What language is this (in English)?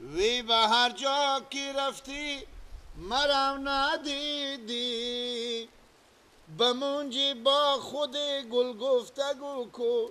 Persian